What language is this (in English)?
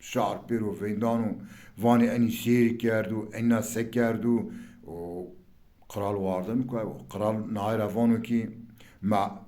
Zaza